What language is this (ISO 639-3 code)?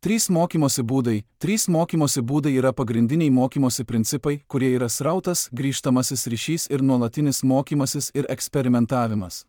lit